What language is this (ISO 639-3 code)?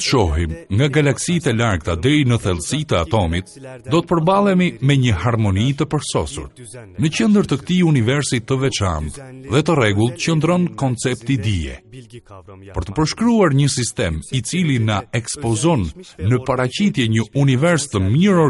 sqi